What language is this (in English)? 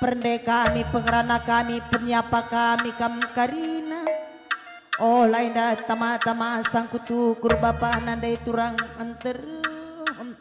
Batak Karo